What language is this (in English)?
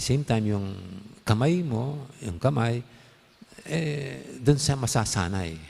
Pampanga